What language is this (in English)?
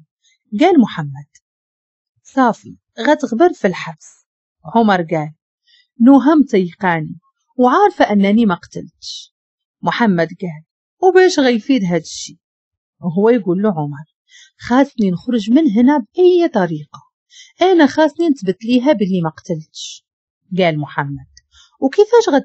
Moroccan Arabic